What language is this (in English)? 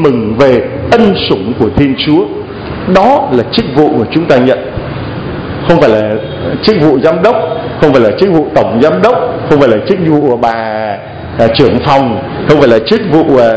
Vietnamese